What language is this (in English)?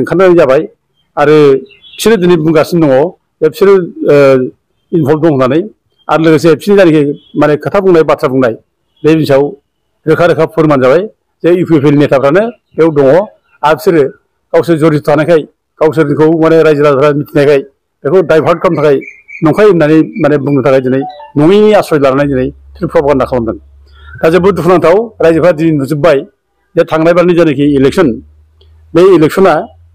Bodo